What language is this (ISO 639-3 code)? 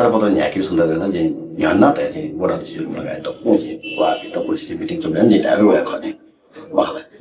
new